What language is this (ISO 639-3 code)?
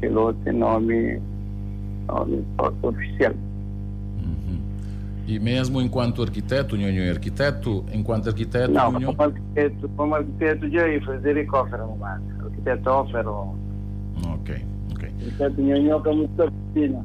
kea